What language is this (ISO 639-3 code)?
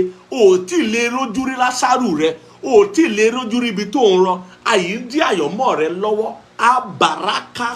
yor